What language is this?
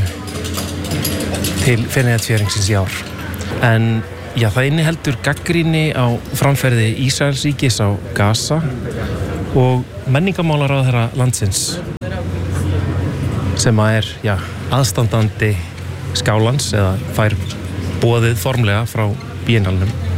Icelandic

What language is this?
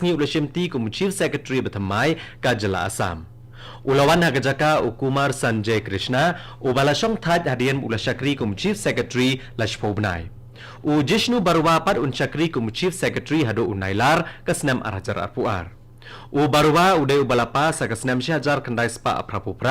Khasi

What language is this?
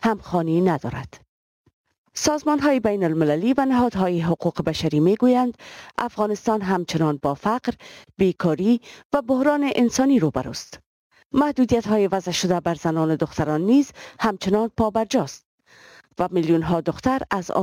Persian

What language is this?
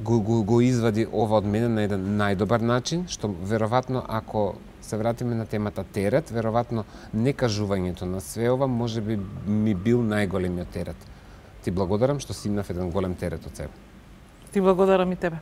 Macedonian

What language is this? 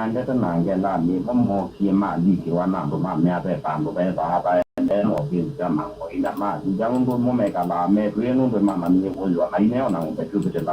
Kamba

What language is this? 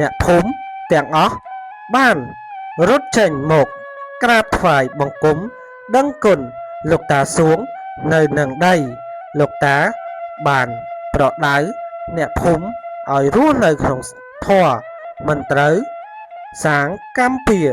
Khmer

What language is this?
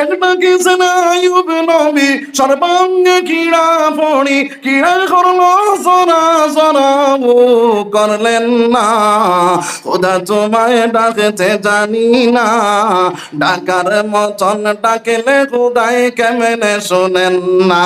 Sylheti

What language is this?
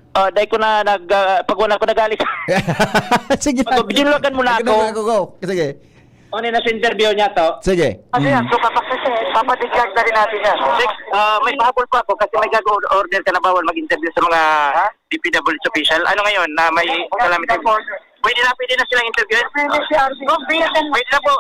Bikol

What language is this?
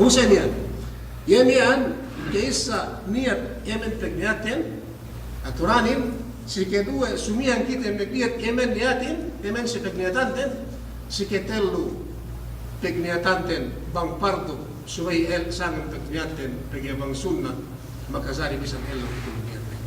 Yakan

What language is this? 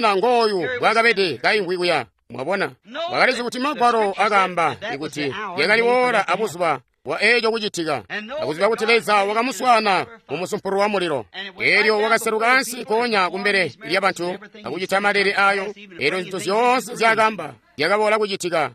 Tonga (Zambia)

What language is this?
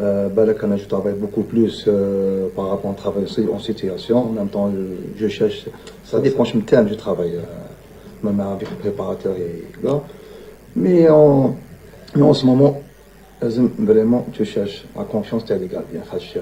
Kabyle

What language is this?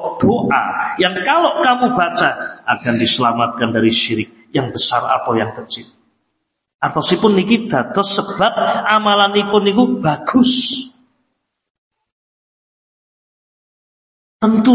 Javanese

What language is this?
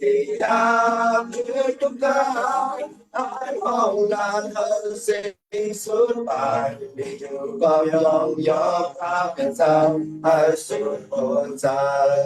Shan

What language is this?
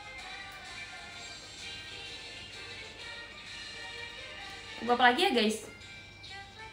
Indonesian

